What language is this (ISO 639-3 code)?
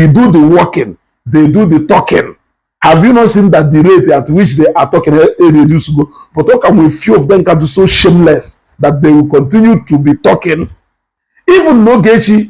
ibo